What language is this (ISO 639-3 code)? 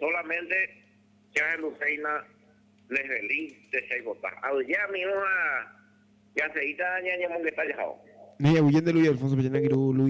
grn